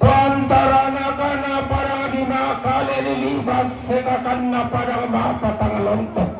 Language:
Toraja-Sa'dan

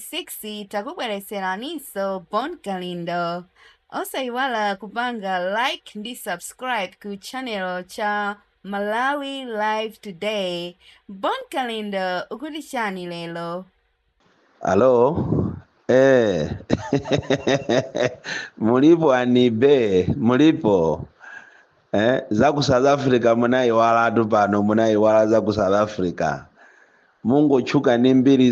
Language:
Nyanja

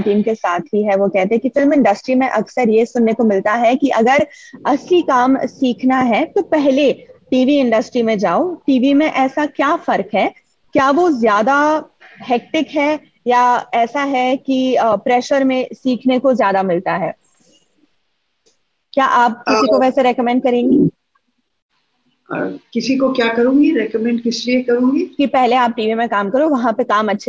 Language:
Hindi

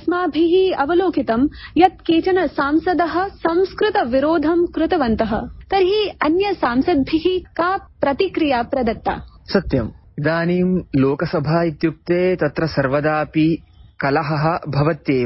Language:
Sanskrit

